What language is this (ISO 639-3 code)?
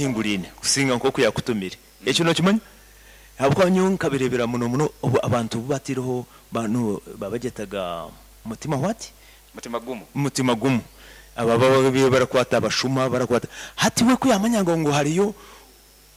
nyo